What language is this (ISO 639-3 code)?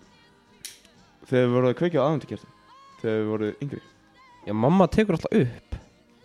isl